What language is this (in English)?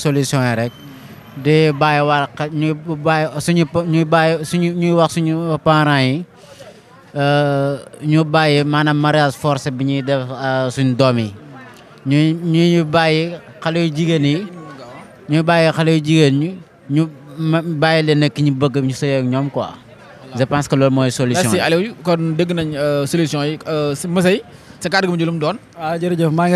Wolof